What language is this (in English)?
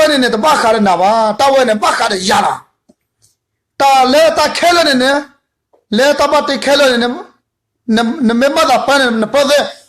S'gaw Karen